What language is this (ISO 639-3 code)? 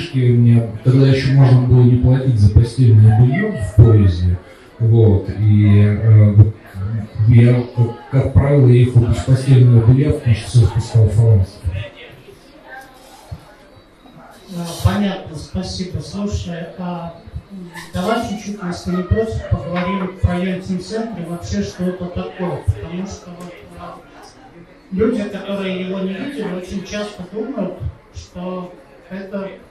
rus